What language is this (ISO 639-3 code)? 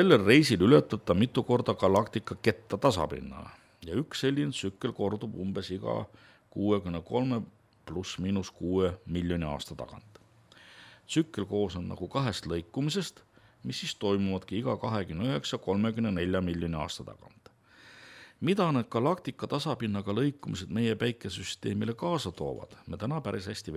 est